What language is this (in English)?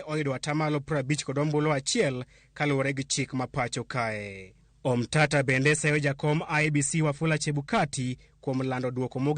Luo (Kenya and Tanzania)